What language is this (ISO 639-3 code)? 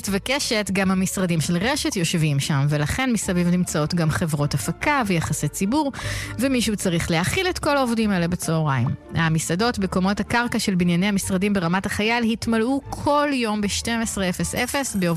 heb